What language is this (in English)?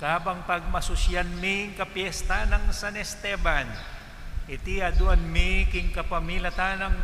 Pampanga